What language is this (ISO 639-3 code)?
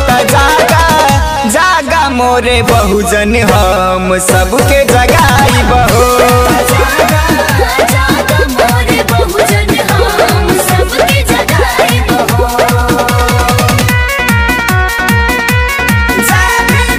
bho